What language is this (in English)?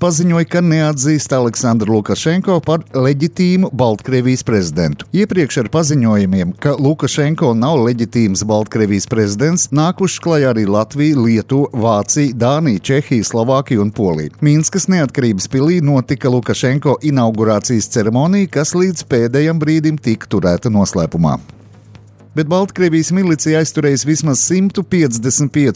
Latvian